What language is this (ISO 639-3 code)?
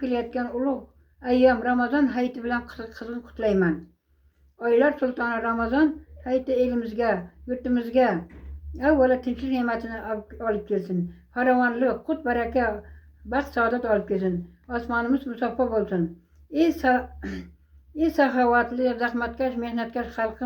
uzb